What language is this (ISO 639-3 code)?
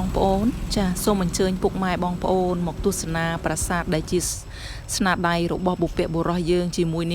khm